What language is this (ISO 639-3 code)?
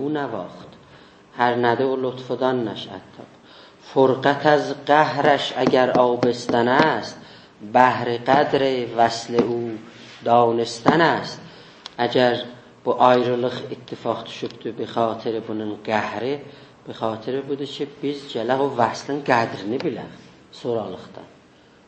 azb